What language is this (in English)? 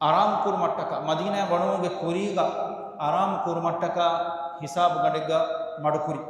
Divehi